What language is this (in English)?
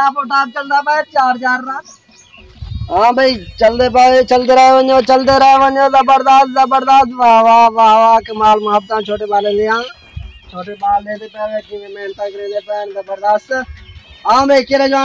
Saraiki